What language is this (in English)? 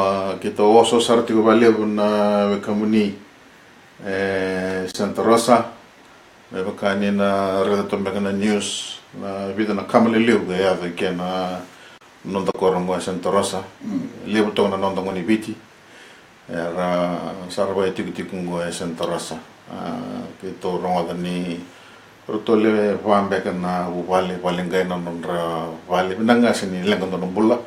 Fijian